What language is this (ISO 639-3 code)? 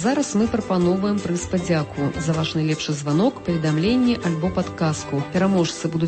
bel